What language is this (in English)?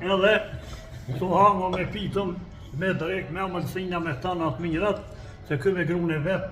Albanian